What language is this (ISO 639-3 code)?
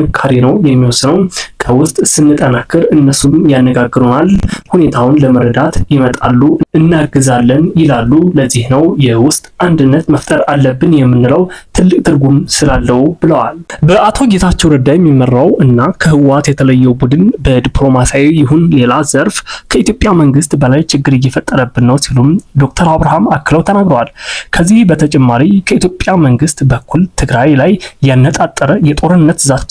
amh